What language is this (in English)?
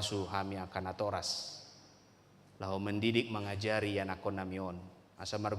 Batak Toba